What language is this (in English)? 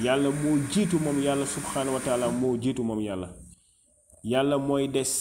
Wolof